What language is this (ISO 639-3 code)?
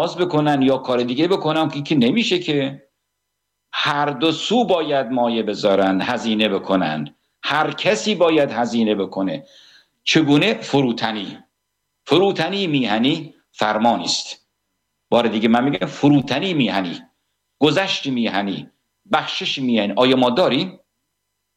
fas